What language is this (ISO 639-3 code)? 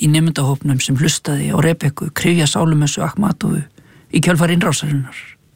isl